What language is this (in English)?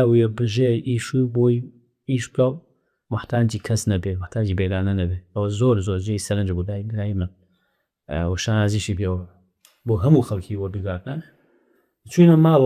Central Kurdish